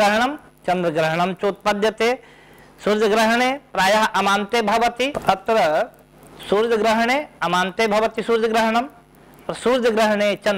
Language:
Sanskrit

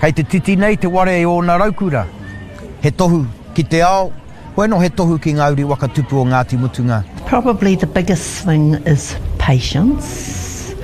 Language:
Māori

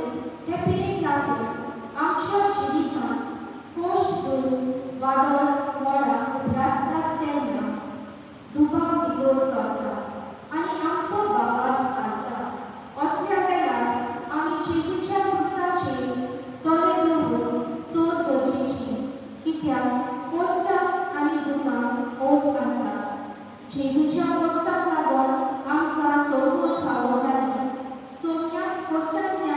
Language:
Konkani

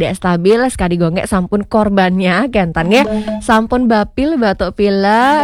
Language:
Balinese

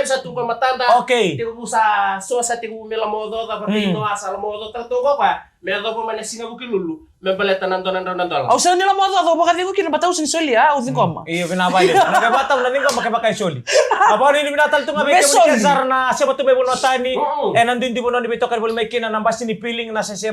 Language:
Fijian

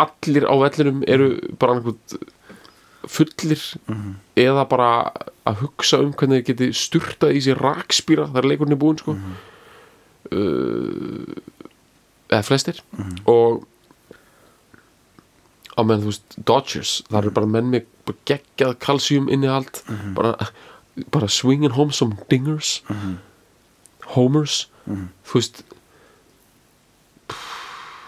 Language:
Icelandic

